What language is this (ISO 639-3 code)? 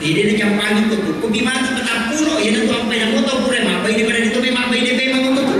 bug